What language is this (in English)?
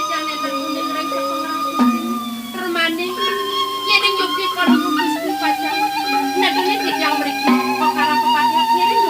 Balinese